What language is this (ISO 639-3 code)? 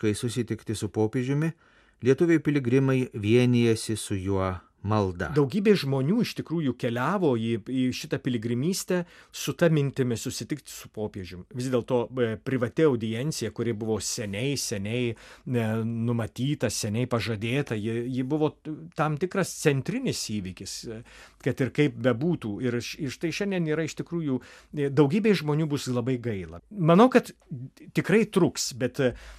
lit